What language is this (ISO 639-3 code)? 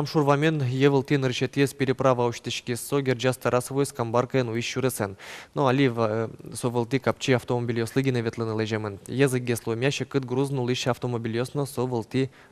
udm